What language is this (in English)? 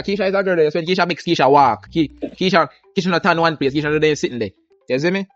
Jamaican Creole English